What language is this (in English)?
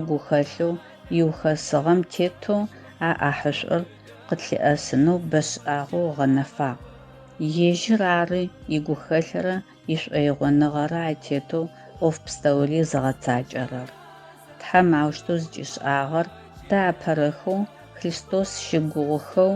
Adyghe